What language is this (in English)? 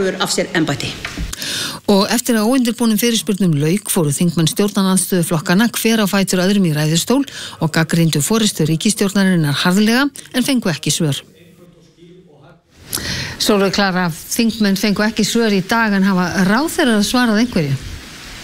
Icelandic